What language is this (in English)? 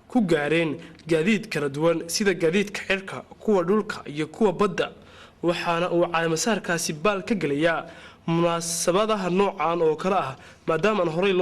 Somali